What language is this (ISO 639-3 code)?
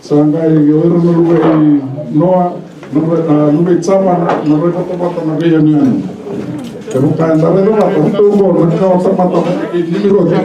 fij